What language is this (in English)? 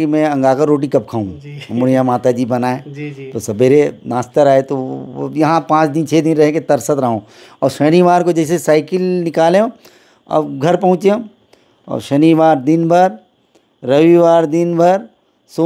Chhattisgarhi